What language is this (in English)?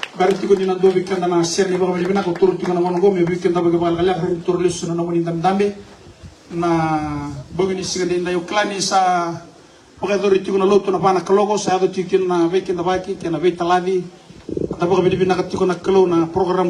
Fijian